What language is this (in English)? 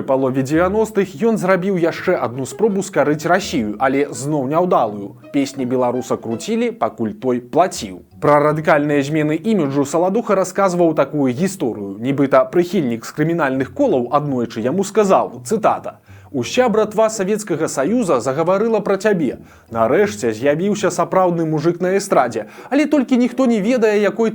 Belarusian